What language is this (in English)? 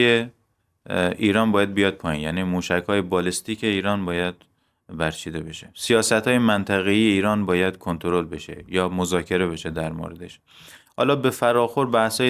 Persian